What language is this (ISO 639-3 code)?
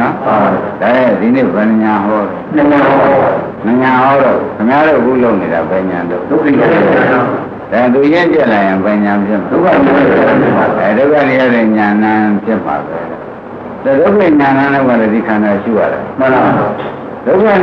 mya